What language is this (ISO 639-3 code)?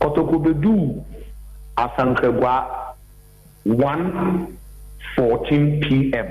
aka